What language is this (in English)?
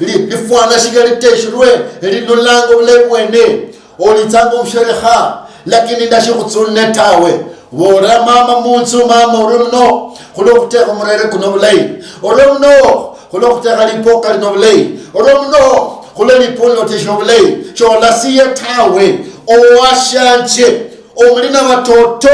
Luyia